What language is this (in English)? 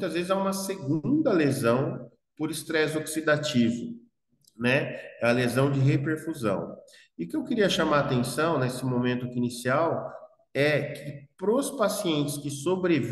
Portuguese